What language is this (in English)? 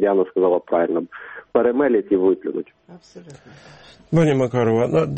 Ukrainian